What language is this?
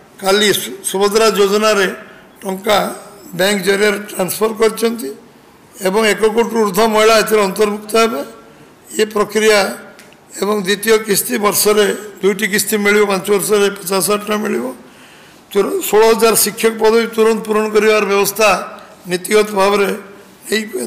Odia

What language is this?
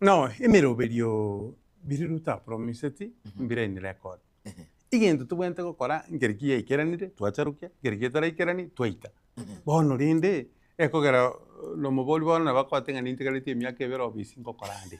Gusii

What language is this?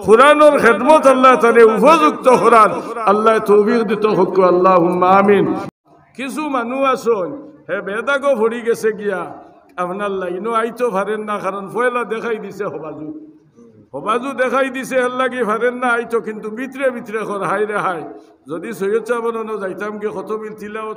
Sylheti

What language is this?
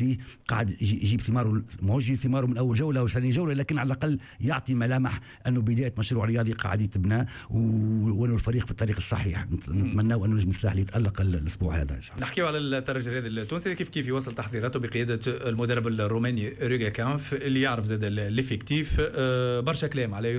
Tunisian Arabic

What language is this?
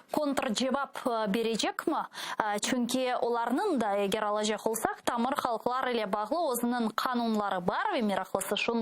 Crimean Tatar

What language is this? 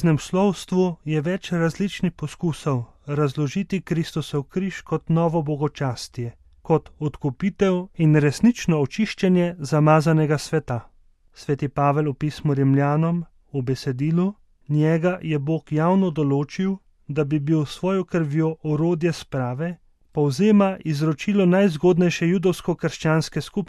Slovenian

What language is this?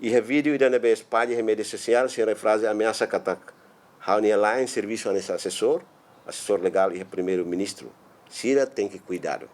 Tetum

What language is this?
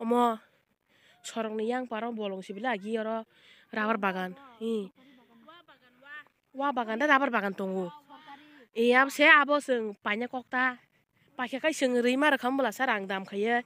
Kok Borok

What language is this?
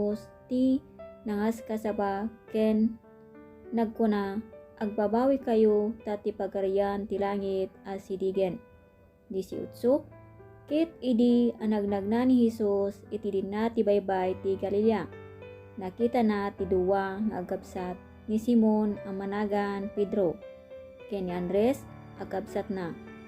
Iloko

